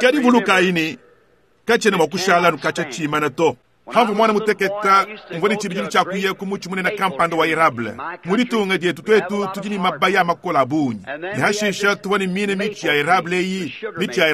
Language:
Luba-Lulua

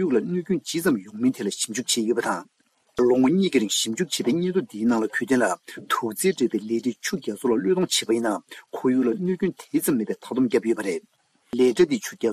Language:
Tibetan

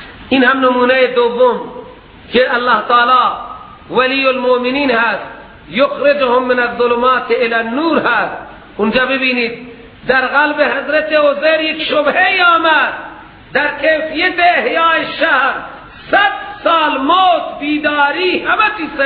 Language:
Persian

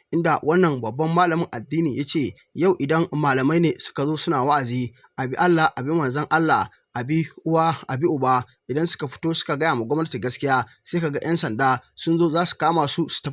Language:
Hausa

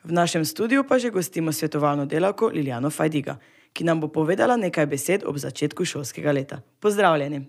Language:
Slovenian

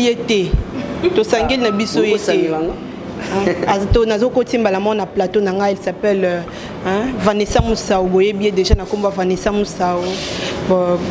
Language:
Lingala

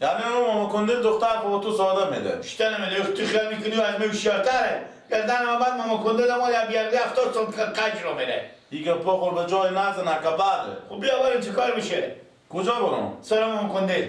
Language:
Persian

